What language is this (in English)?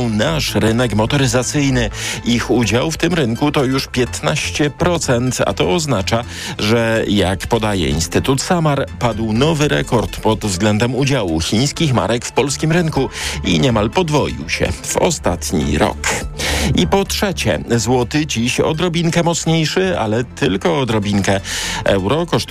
Polish